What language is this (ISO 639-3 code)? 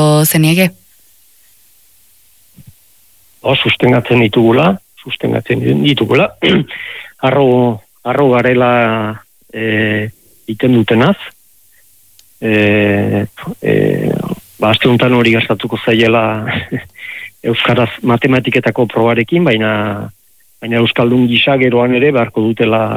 eus